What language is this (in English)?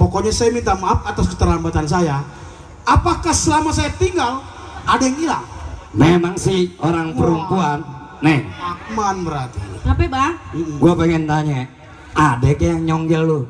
Betawi